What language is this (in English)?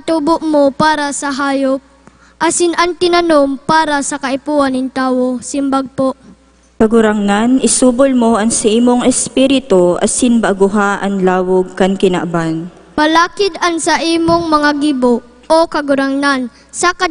Bikol